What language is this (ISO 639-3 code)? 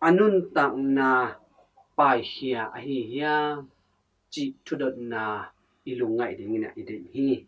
ctd